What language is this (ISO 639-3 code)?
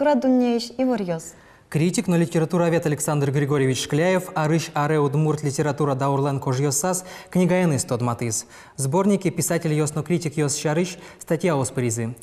udm